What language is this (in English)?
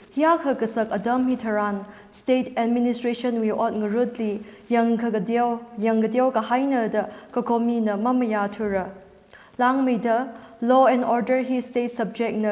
Tangkhul Naga (India)